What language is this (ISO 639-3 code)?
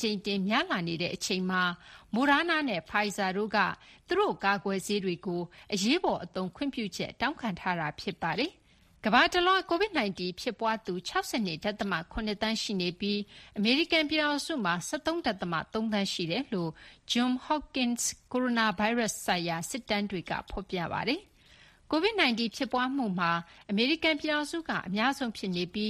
mya